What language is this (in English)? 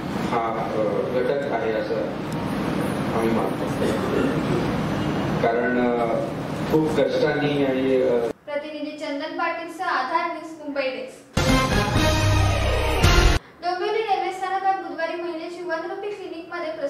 Marathi